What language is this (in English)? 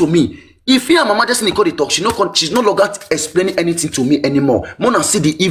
Nigerian Pidgin